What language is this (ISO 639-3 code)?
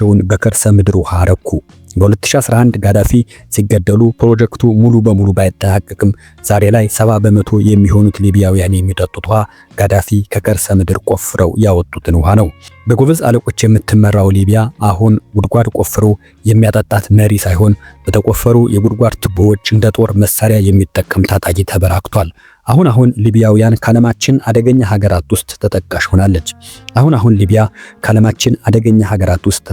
amh